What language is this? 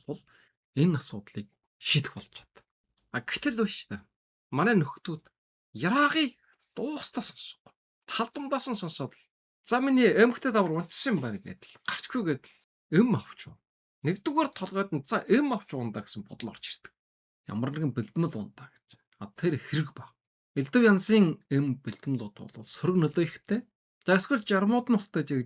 Mongolian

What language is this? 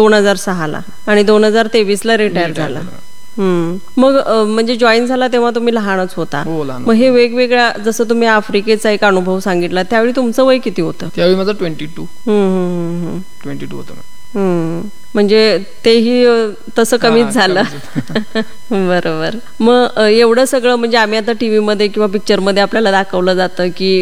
Marathi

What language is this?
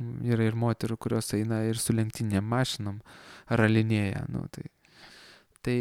Lithuanian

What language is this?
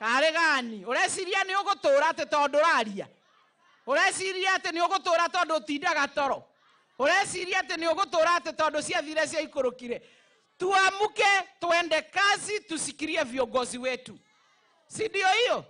Kikuyu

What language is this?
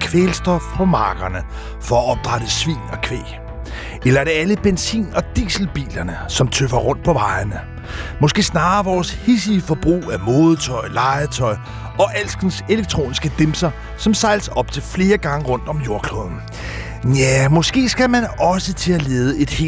Danish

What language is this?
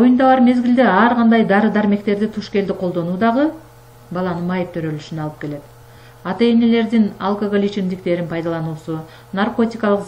Kyrgyz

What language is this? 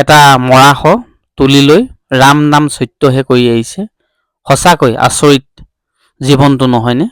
Assamese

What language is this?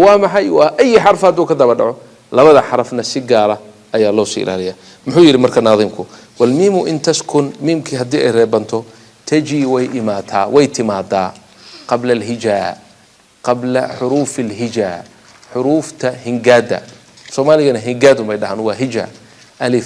Somali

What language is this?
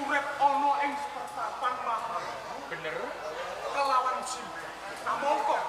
Javanese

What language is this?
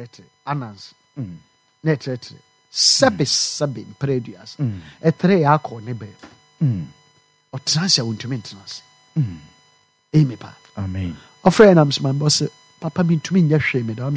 Akan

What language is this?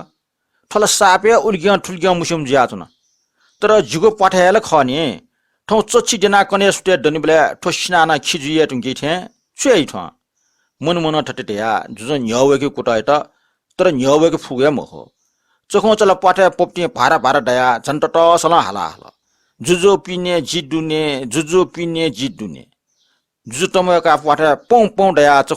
Newari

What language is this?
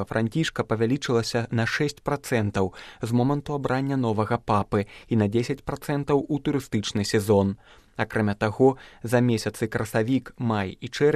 Belarusian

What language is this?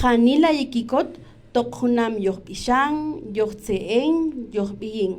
Kaqchikel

